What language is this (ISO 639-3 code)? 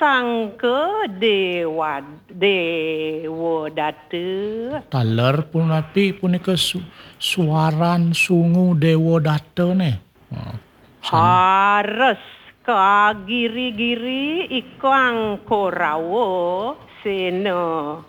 ban